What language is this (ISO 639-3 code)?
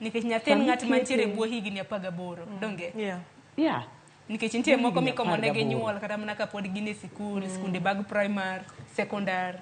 luo